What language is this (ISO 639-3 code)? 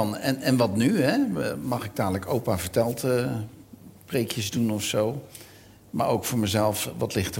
nld